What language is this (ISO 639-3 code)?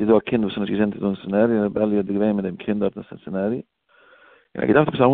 yid